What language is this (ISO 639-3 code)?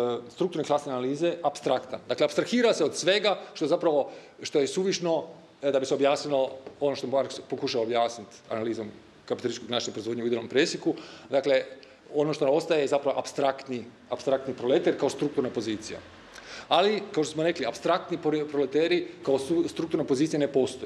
hrv